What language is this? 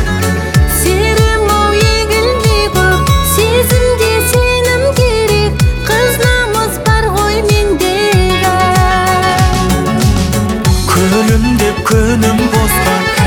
Kazakh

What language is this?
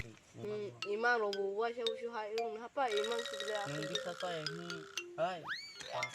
Kok Borok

